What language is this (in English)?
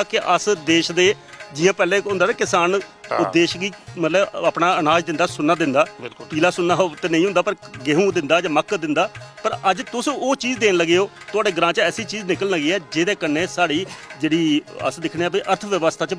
Dogri